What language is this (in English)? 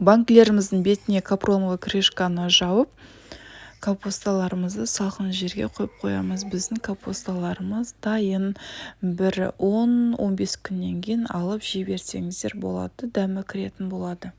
Kazakh